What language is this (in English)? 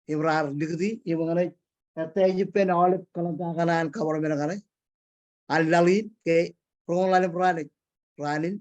Marshallese